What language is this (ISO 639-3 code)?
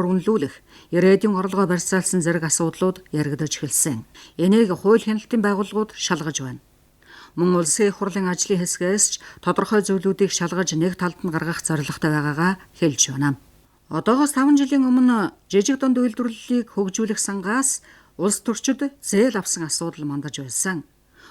mon